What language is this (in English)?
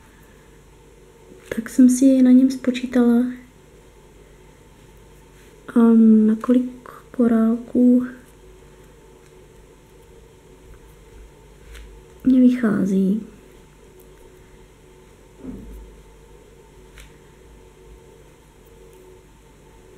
Czech